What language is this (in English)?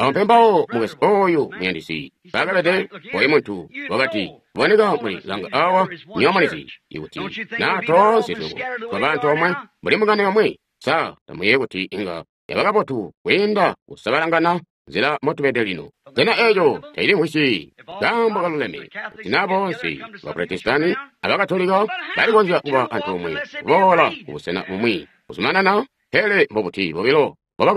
Tonga (Zambia)